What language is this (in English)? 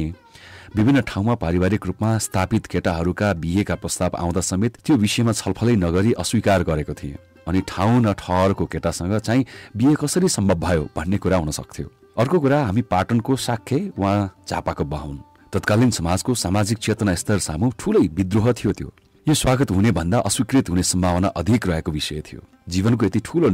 Nepali